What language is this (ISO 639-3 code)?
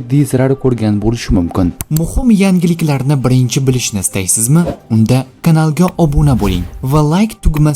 uzb